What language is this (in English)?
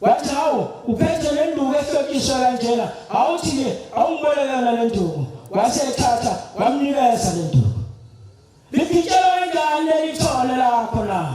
Zulu